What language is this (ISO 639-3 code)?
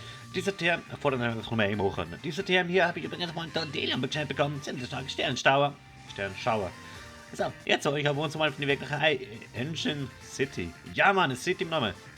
gsw